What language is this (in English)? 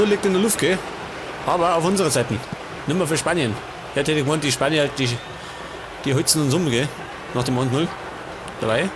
Bavarian